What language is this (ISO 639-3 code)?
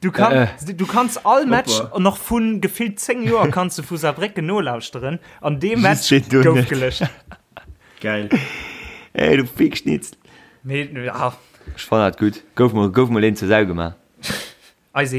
ltz